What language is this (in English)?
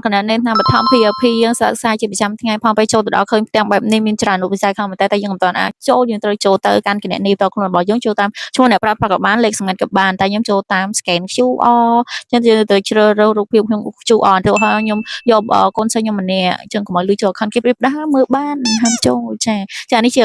Khmer